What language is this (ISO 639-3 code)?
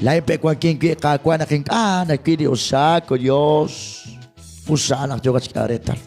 kek